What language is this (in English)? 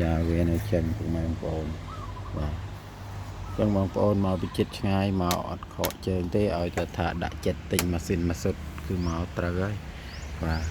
Khmer